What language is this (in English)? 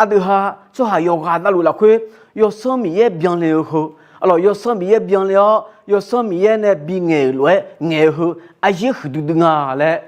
Akha